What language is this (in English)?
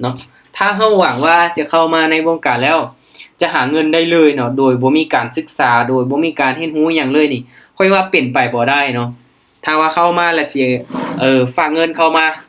Lao